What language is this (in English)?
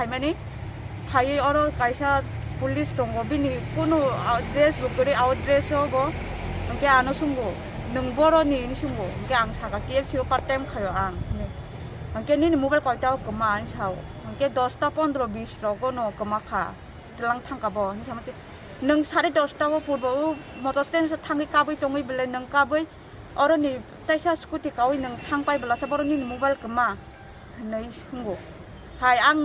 Kok Borok